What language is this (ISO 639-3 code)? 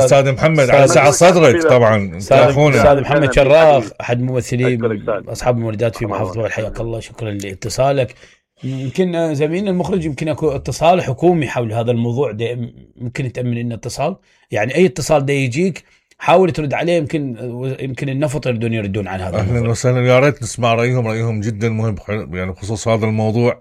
acm